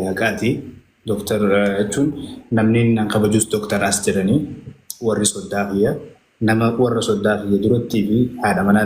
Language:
Oromo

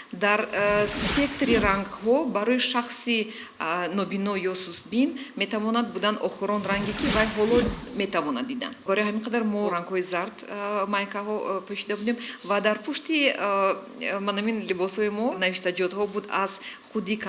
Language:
Tajik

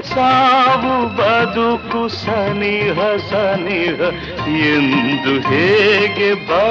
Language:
Kannada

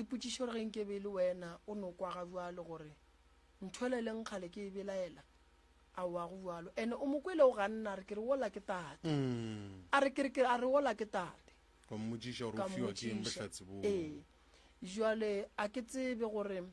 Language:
Northern Sotho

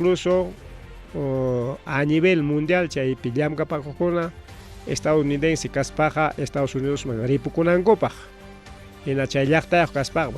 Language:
Ayacucho Quechua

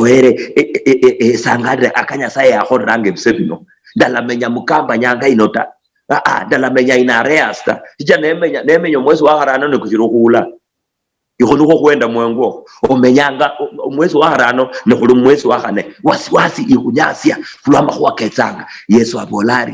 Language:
Luyia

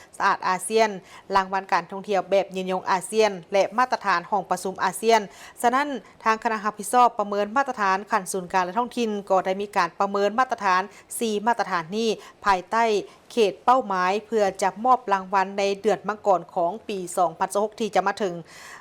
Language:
Lao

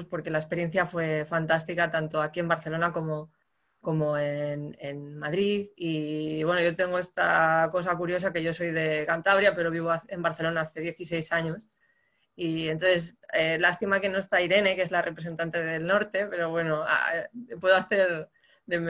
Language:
Spanish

